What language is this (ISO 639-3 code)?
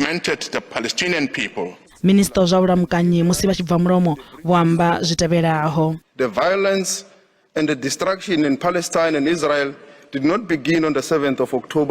ven